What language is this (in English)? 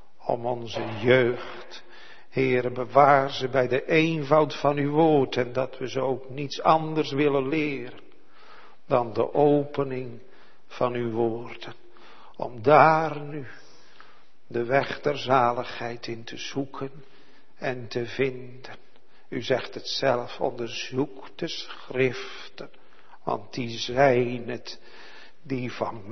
Dutch